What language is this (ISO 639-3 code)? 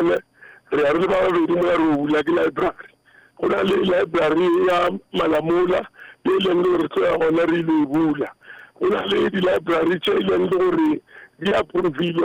nso